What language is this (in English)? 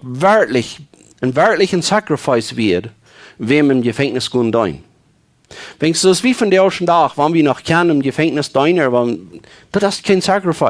Plautdietsch